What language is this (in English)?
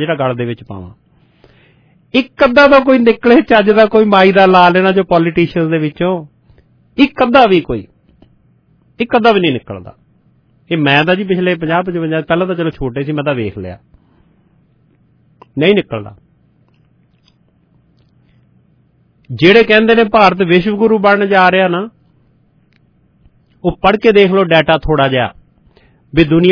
Punjabi